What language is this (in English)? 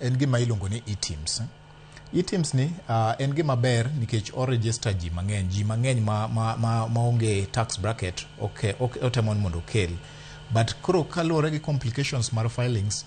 Luo (Kenya and Tanzania)